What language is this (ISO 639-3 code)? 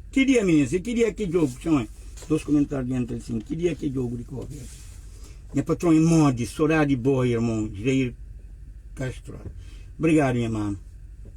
kea